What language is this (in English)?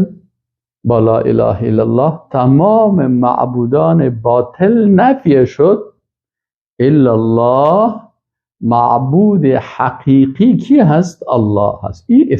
Persian